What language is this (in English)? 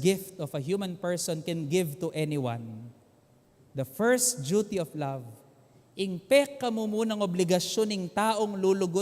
Pampanga